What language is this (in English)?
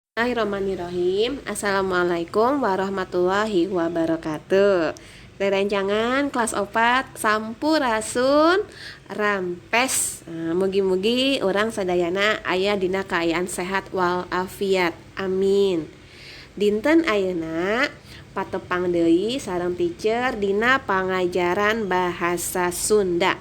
Sundanese